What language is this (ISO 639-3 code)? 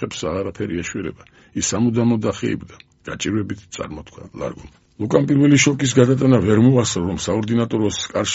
kat